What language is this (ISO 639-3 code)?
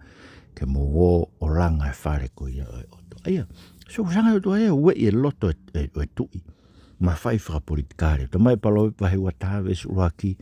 ton